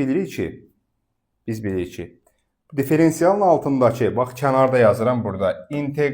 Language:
Azerbaijani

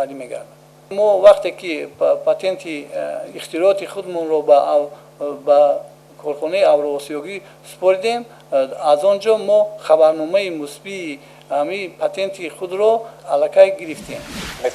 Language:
Tajik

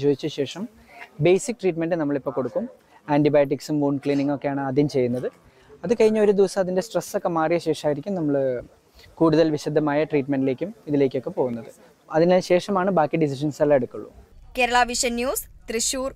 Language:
Malayalam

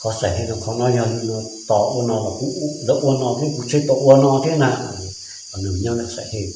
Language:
Hmong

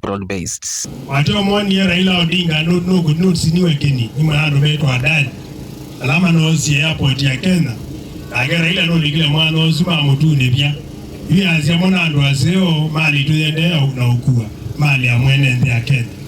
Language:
Kamba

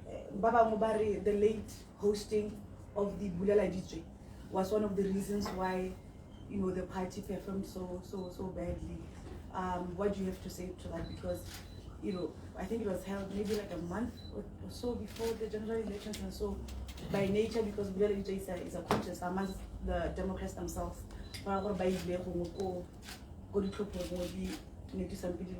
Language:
Tswana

